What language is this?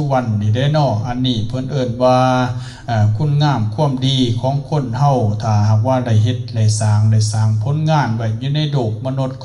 Lao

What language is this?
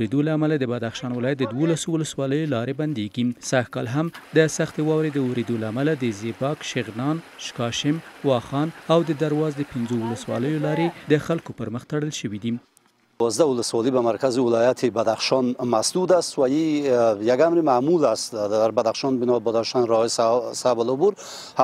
Pashto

